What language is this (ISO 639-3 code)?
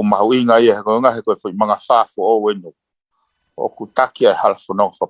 ton